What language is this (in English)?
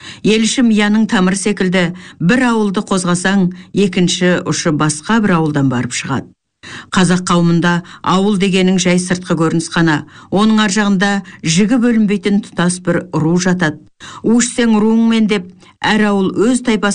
Kazakh